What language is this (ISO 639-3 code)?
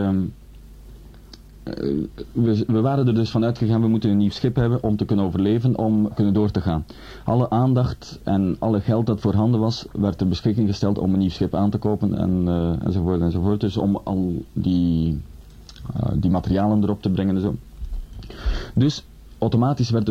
nld